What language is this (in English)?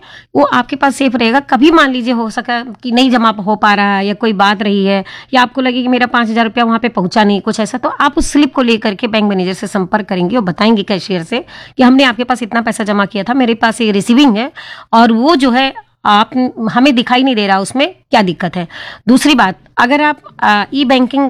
Hindi